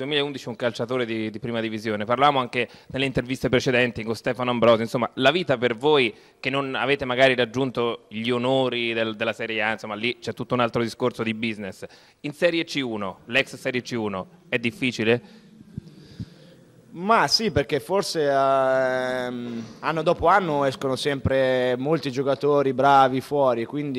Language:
Italian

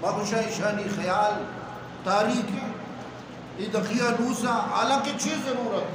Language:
Eastern Balochi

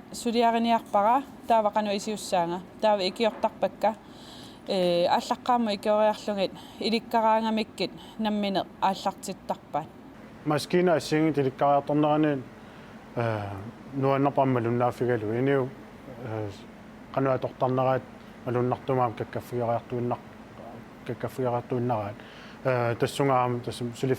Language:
Kalaallisut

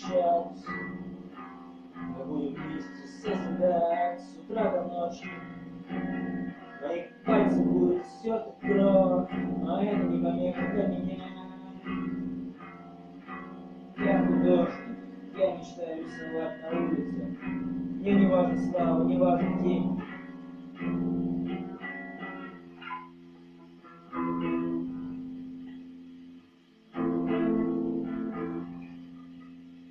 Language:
Russian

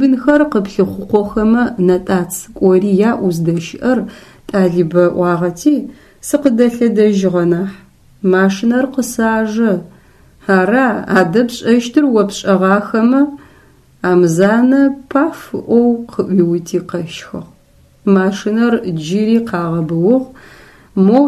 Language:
Adyghe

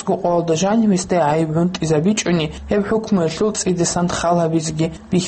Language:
Avaric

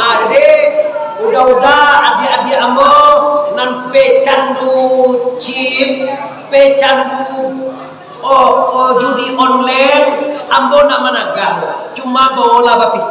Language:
Minangkabau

